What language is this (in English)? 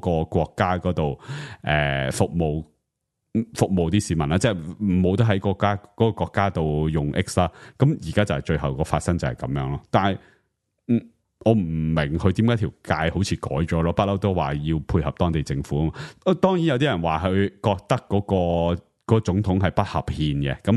Cantonese